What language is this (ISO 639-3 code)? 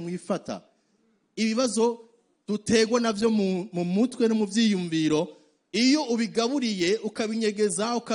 run